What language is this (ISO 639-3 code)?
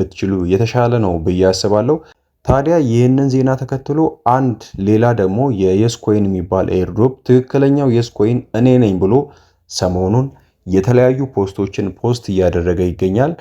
amh